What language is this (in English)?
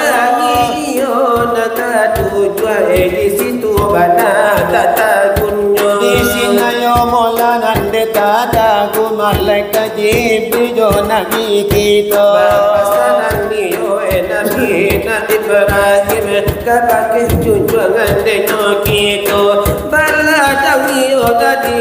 Minangkabau